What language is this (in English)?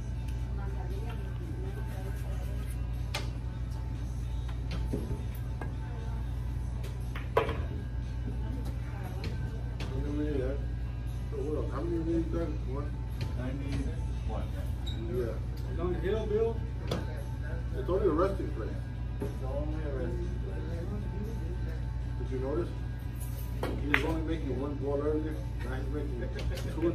English